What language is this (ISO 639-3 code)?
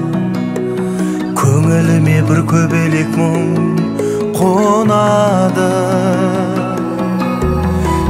kaz